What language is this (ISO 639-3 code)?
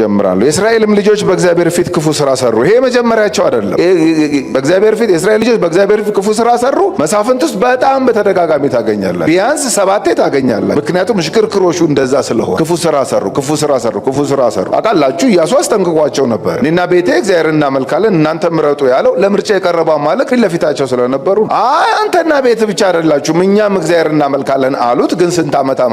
amh